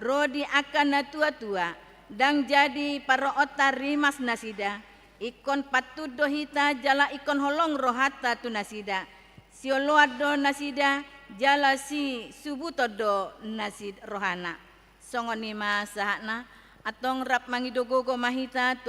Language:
Batak Toba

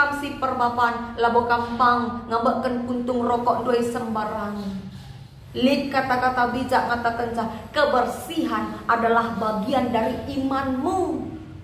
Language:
Batak Karo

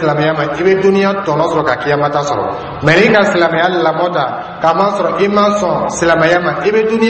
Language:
Dyula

